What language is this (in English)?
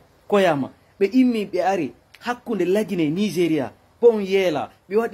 Fula